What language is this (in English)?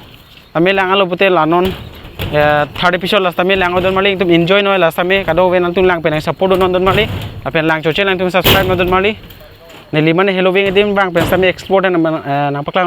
Karbi